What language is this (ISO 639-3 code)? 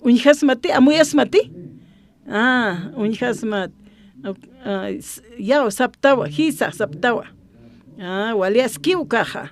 aym